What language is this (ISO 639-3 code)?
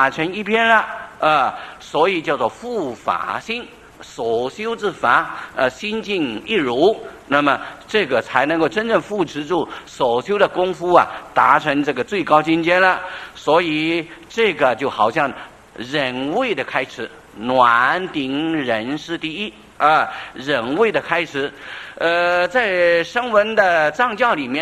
zho